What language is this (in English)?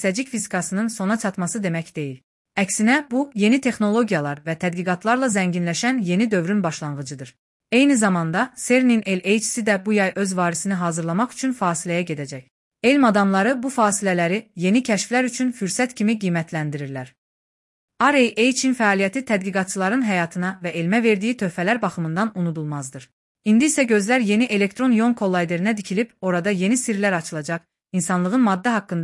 Azerbaijani